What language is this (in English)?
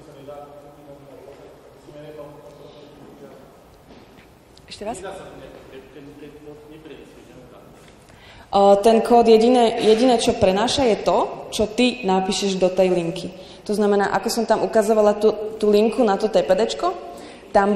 Slovak